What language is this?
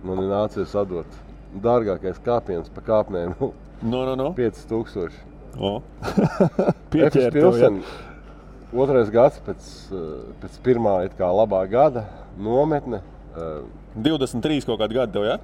Latvian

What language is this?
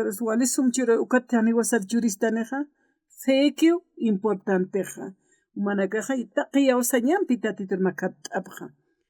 Aymara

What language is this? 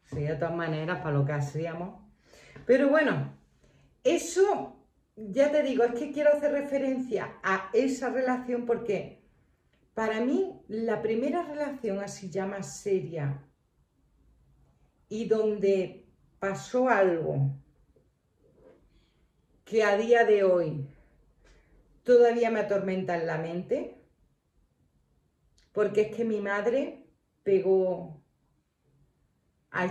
Spanish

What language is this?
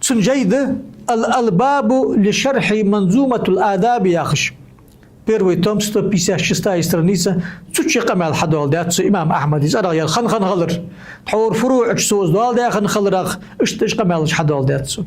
Ingush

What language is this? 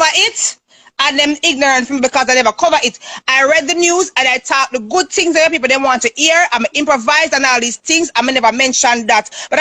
Jamaican Creole English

